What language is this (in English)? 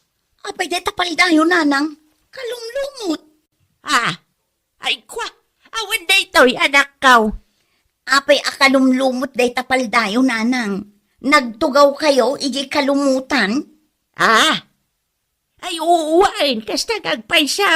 Iloko